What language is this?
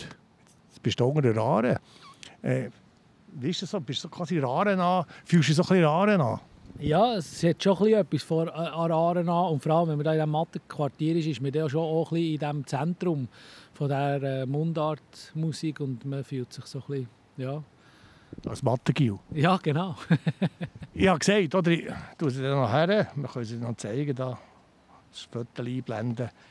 Swiss German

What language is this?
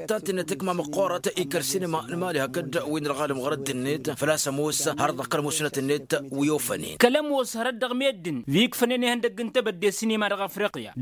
Tamasheq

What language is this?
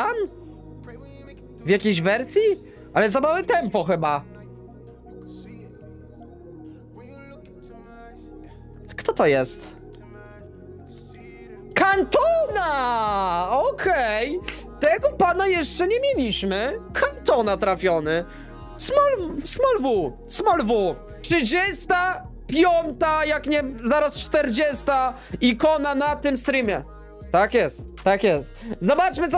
Polish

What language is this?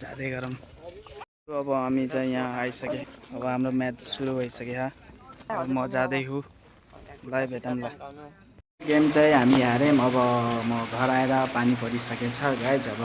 Nepali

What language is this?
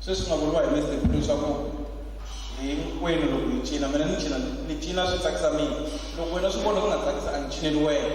Tsonga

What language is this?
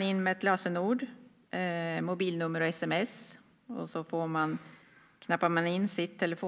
Swedish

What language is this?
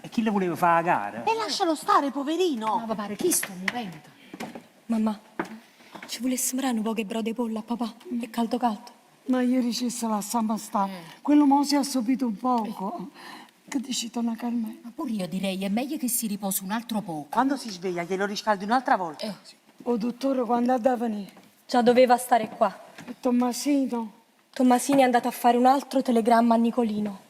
Neapolitan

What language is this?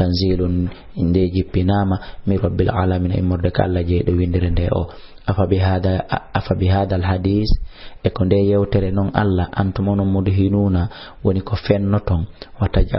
Fula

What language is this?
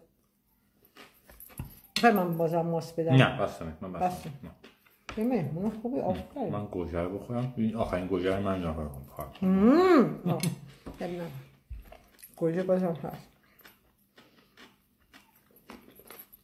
Persian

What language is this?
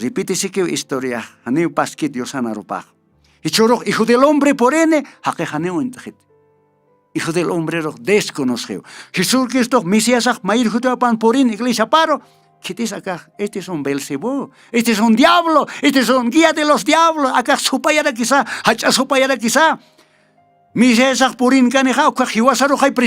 Aymara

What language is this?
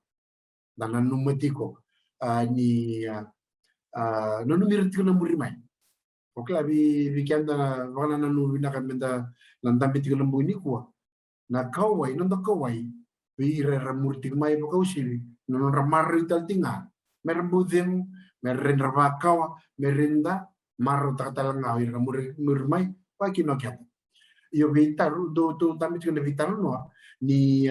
Fijian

